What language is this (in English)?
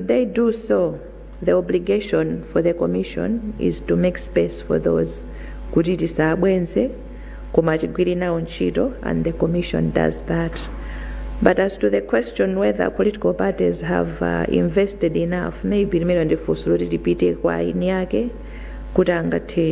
Nyanja